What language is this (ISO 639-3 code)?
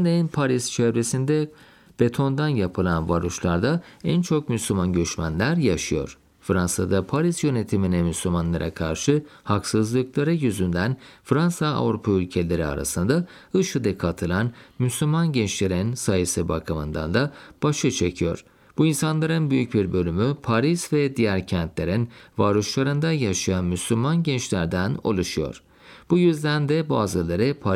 tur